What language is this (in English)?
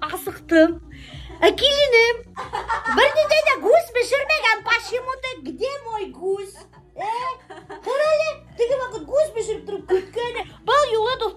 Bashkir